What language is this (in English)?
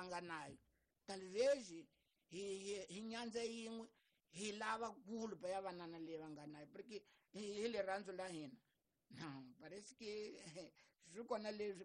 Tsonga